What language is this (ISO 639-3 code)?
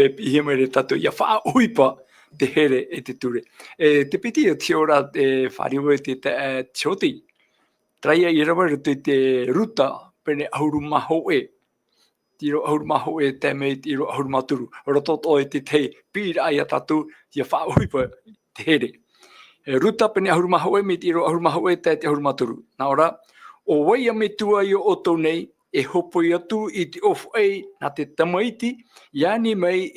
tah